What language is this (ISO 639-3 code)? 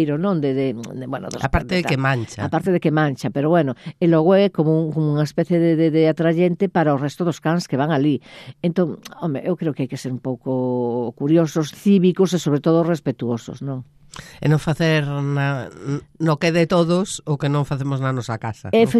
glg